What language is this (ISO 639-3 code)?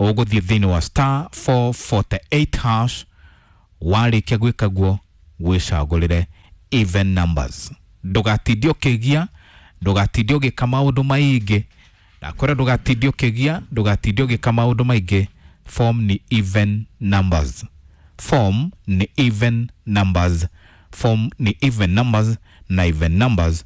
kik